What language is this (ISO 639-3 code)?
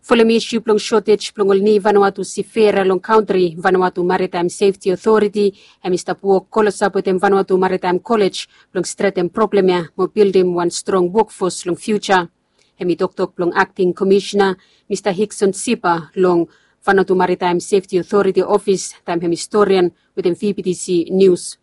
bis